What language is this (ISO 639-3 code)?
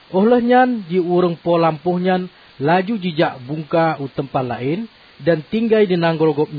ace